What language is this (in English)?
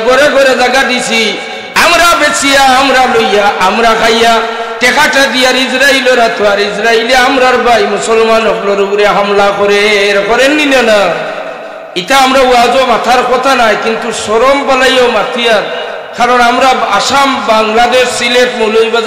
Sylheti